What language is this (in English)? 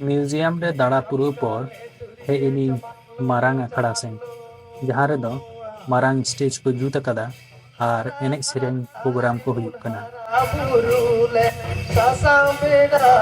Santali